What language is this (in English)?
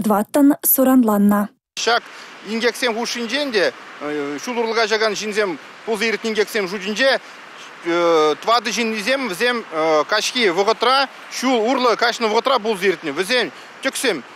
Chuvash